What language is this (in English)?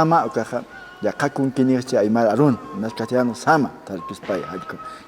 Aymara